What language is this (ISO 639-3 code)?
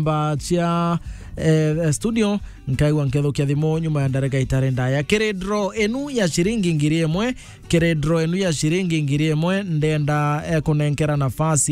mer